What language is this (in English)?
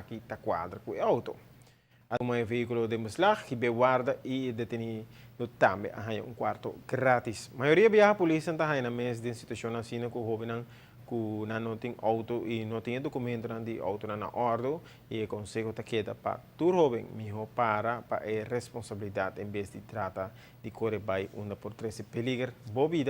Papiamento